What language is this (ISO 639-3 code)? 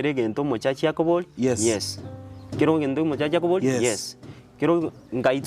guz